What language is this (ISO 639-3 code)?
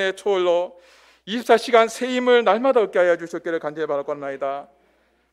kor